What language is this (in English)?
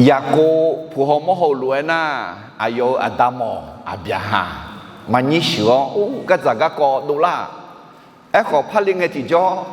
Akha